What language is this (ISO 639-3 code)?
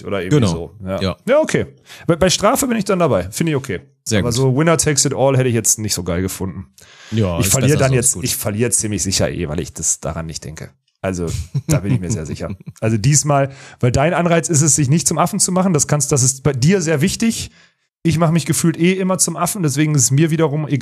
deu